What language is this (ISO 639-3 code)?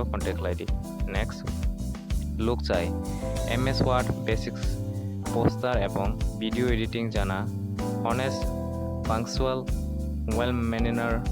trp